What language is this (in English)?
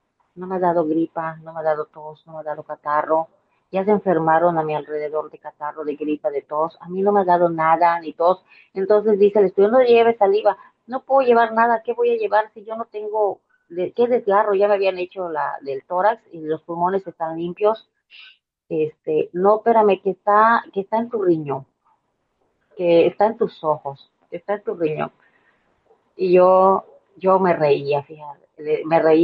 Spanish